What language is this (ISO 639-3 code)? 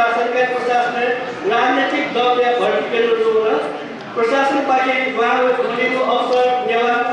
new